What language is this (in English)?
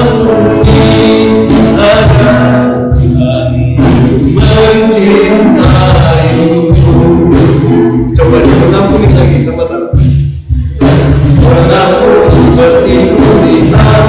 Indonesian